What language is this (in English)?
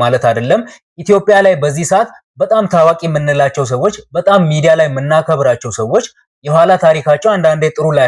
Amharic